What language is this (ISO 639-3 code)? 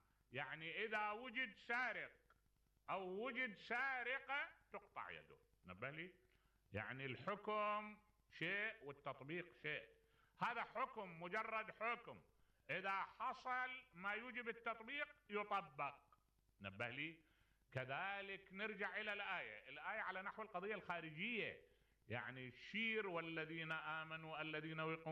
acm